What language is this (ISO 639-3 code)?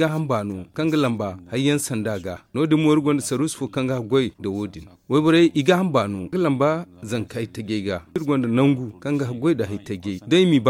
dje